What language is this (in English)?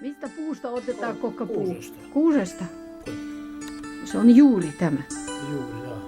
Karelian